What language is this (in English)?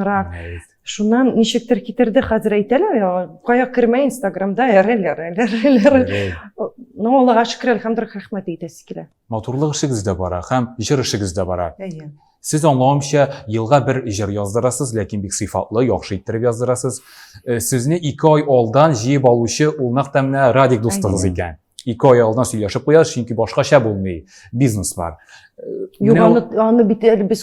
Tatar